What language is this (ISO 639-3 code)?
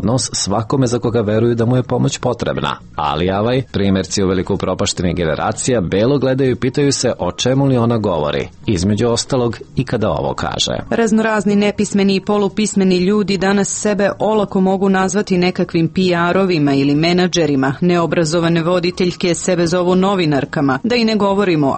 srp